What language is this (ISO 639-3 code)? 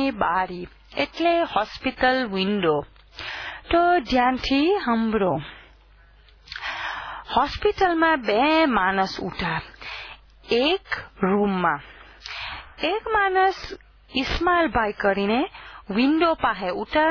guj